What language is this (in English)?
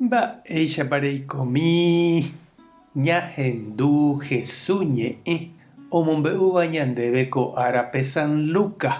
Guarani